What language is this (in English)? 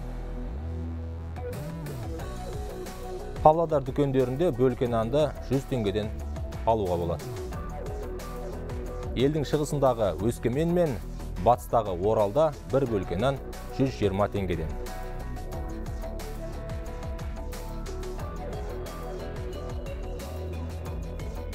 Kazakh